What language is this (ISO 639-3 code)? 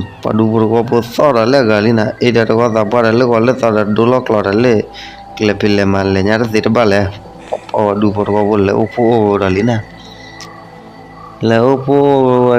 ksw